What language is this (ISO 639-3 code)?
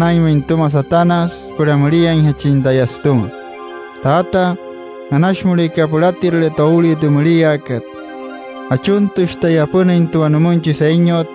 guc